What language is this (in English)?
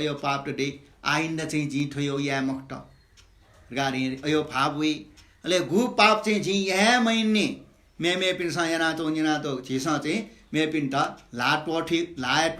Newari